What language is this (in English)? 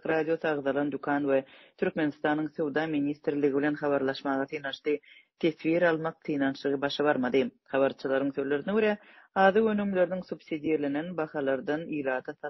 Turkmen